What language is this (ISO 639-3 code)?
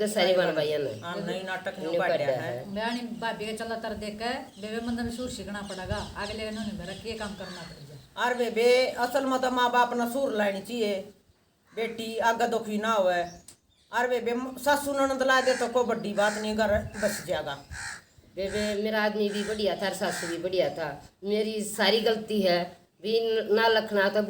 bgc